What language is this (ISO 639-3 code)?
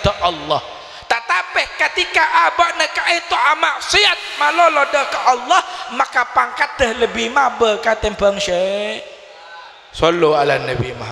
mad